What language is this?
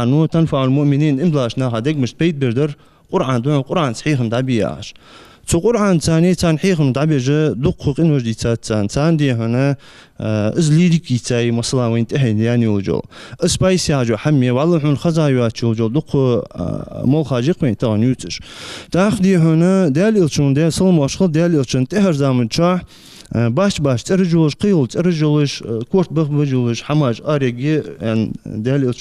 Ingush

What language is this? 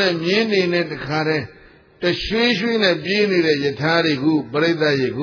Burmese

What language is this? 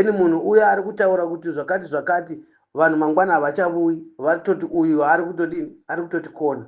Shona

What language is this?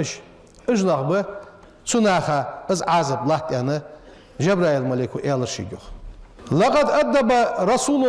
Ingush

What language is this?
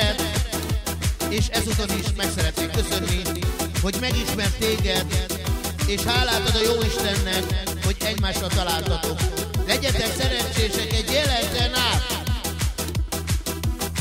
Hungarian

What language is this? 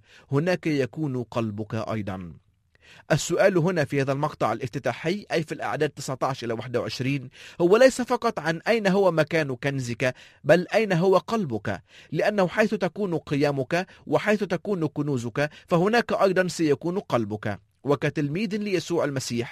Arabic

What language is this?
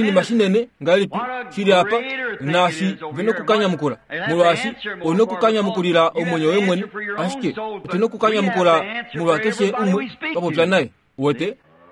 Kuanyama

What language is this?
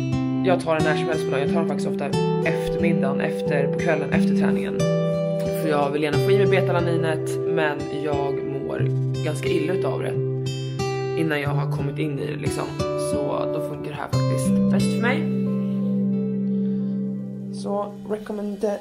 Swedish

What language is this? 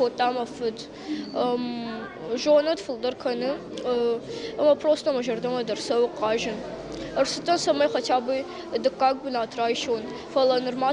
Ossetic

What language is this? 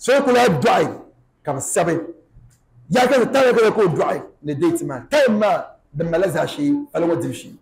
Dagbani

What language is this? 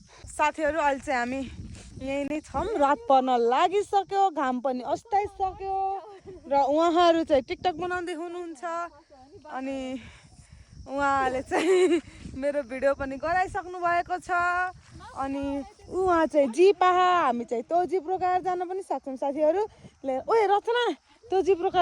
Nepali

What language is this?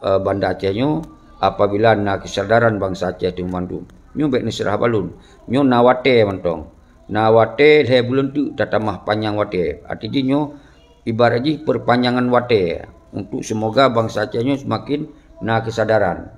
Achinese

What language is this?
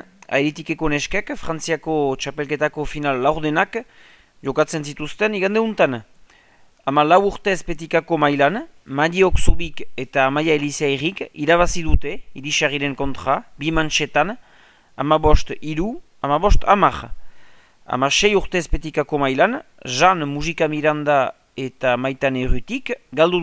Basque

